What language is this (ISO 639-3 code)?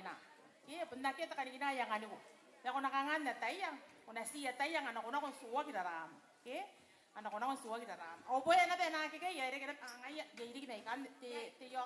gil